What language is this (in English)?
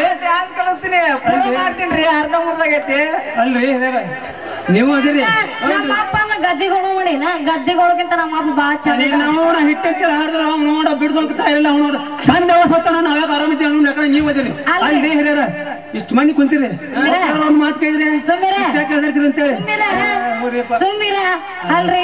Kannada